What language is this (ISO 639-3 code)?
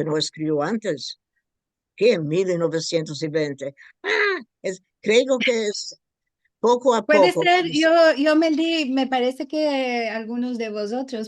lad